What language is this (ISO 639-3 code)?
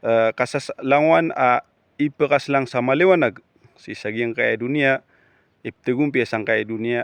mrw